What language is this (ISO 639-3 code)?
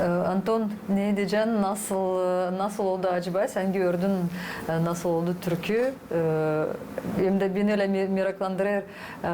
gag